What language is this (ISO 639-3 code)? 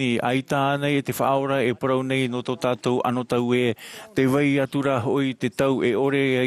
tah